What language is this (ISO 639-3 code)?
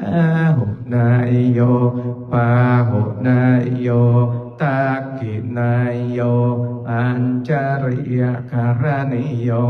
pli